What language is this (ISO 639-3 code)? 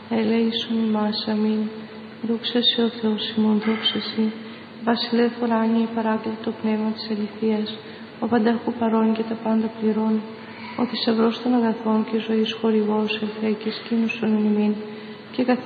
ell